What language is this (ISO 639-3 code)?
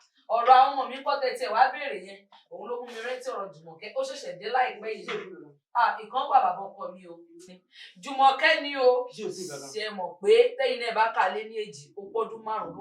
yor